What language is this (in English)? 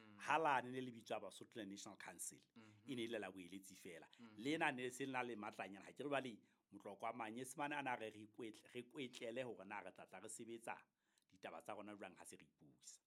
Southern Sotho